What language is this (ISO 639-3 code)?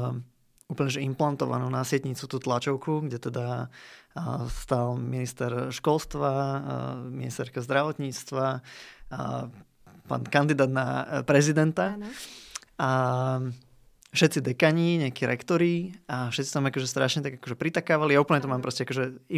slk